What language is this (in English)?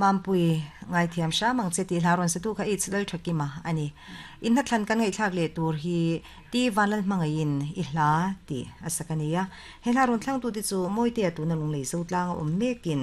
Mizo